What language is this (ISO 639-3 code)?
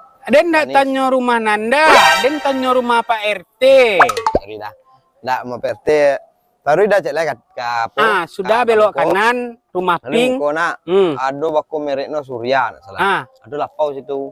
min